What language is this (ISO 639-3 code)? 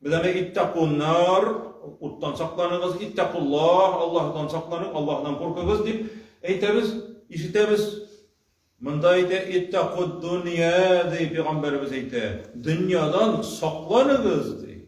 tat